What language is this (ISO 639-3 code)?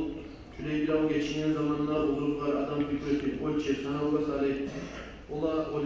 kum